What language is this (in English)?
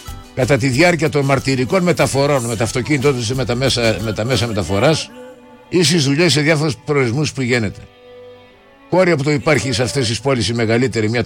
Greek